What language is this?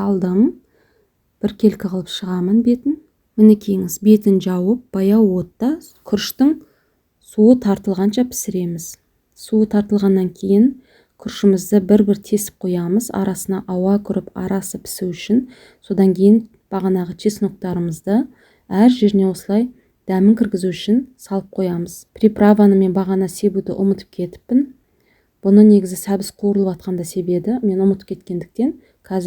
Kazakh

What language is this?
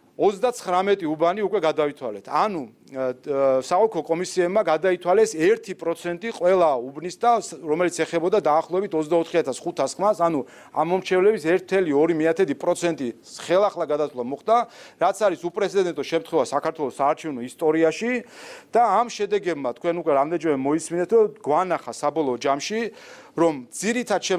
Georgian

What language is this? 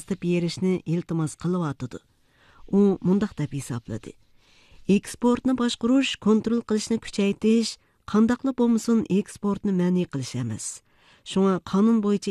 Uyghur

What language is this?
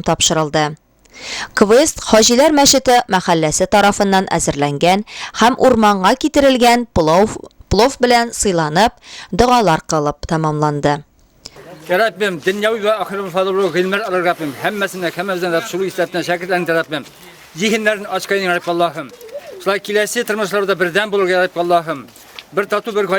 Tatar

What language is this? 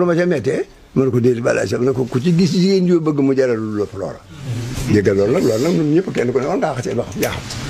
Wolof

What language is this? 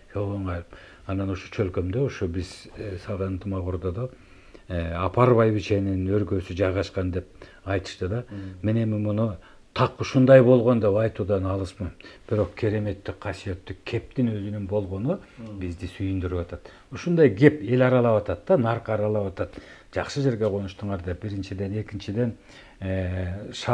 Kyrgyz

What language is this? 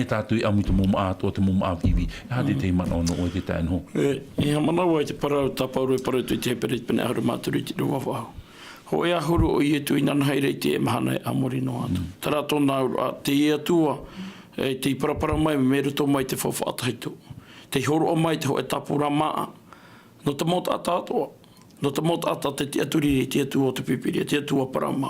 Tahitian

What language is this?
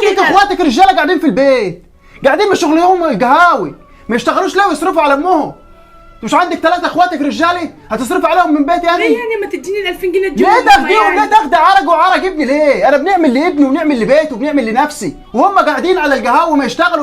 Egyptian Arabic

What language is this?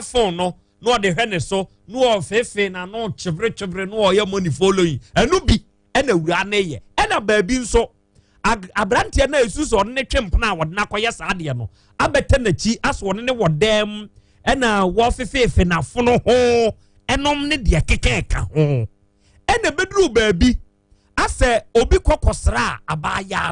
Akan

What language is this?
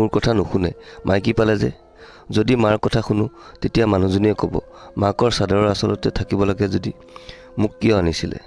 Assamese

